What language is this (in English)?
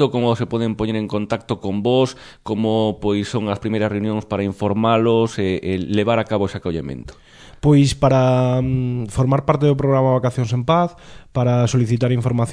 Galician